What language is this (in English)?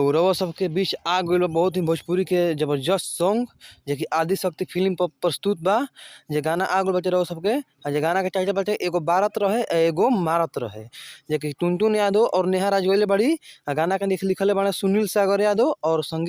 Bhojpuri